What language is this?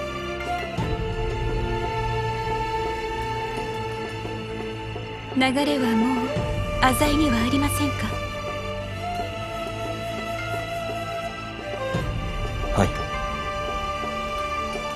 Japanese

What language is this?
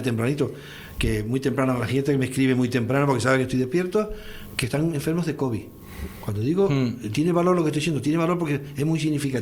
Spanish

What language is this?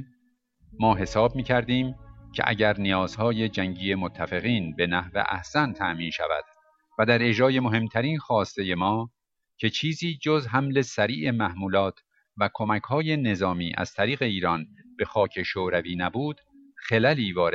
Persian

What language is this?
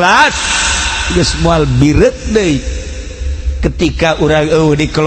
Sundanese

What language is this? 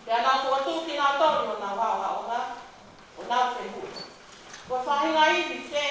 Tongan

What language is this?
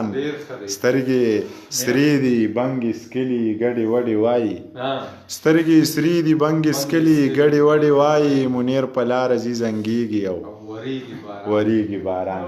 Pashto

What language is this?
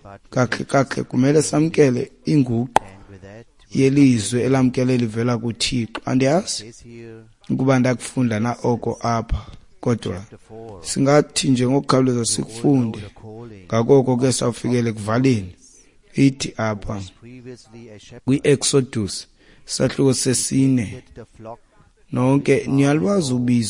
Xhosa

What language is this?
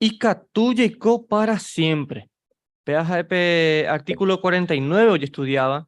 Guarani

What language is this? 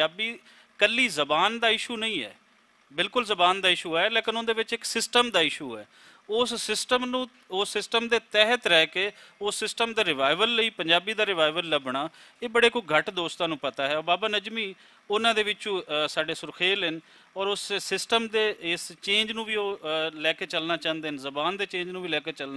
Western Panjabi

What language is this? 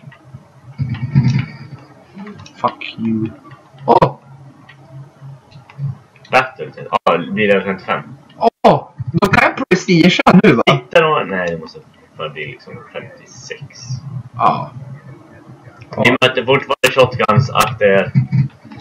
Swedish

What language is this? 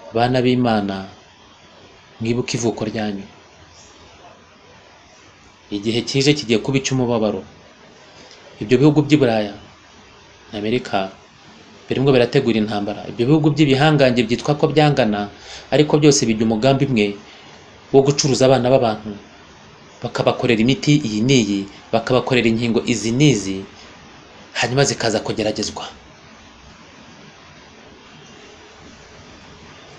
Kinyarwanda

